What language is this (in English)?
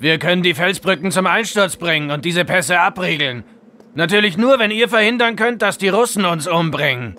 Bavarian